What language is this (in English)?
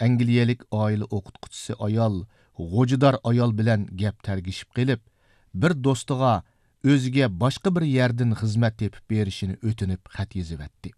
Uyghur